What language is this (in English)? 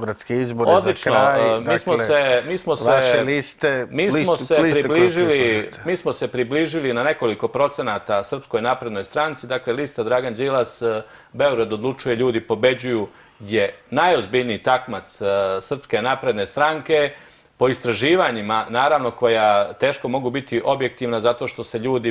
Serbian